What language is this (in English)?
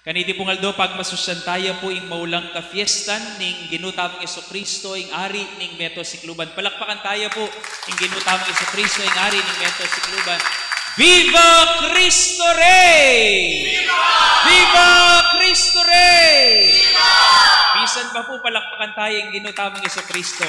Pampanga